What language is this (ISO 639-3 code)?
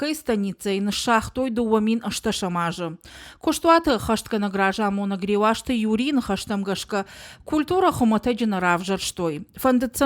oss